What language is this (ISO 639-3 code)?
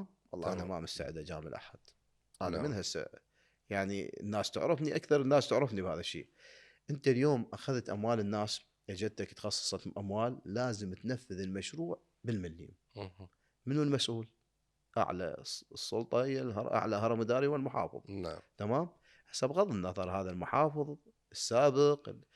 acm